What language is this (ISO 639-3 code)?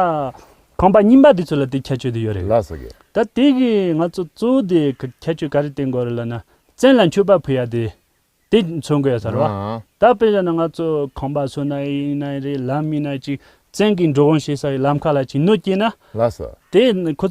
bod